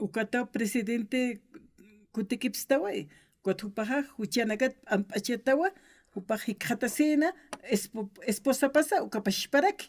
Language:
Aymara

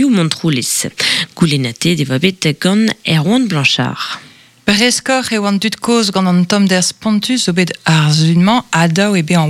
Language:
Breton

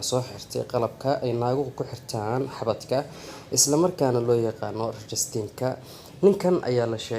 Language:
Somali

